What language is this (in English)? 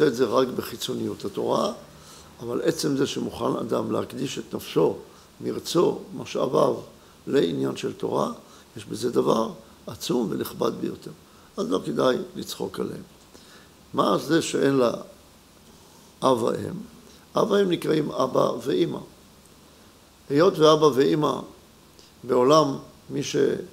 Hebrew